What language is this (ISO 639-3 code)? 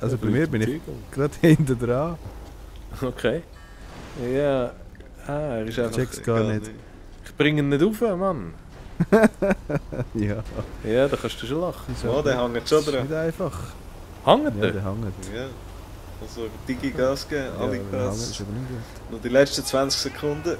gsw